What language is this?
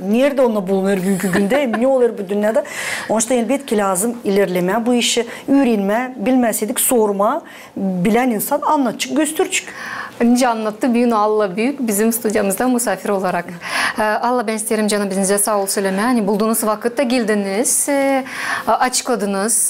Gagauz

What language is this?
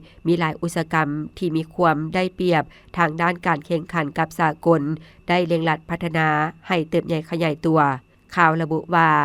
Lao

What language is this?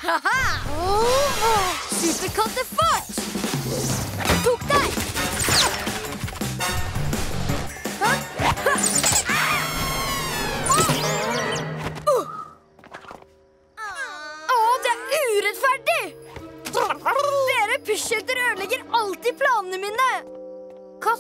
Norwegian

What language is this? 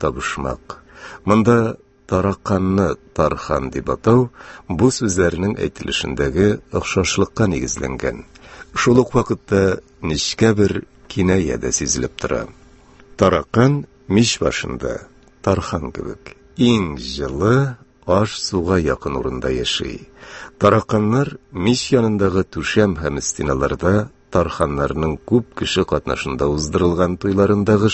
Tatar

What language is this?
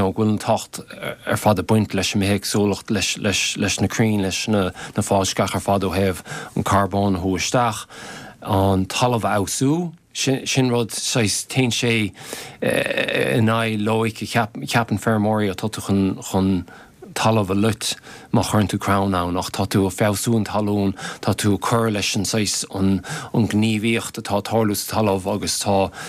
Irish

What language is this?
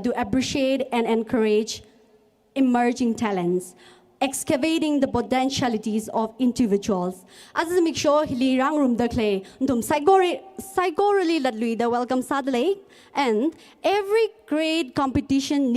Tangkhul Naga (India)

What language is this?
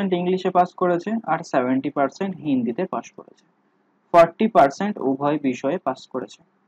Bangla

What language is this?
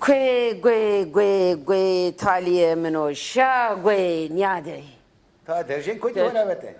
Zaza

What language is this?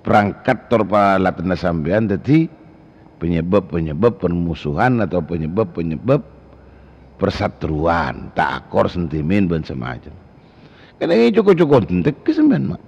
Madurese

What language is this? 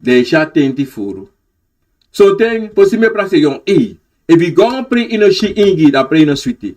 Sranan Tongo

